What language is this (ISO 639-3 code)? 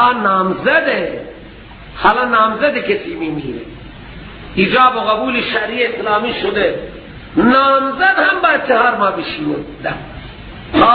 fas